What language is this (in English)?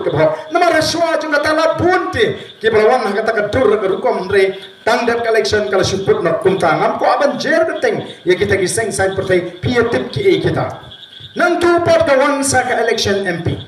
Khasi